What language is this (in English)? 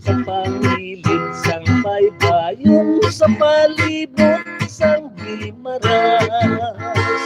Hiligaynon